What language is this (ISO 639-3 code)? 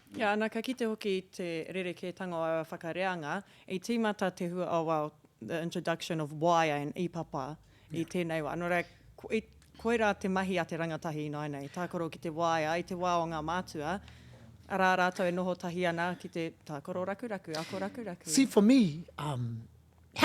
mri